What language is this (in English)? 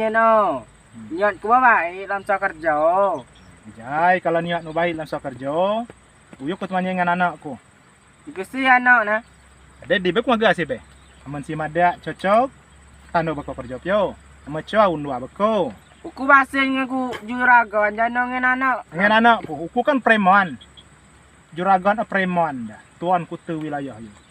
Rejang